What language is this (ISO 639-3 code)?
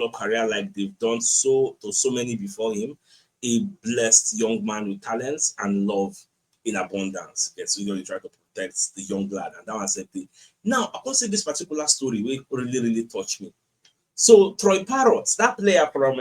pcm